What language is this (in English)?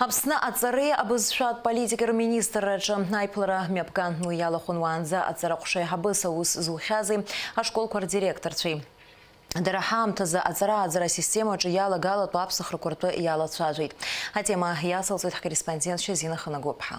Abkhazian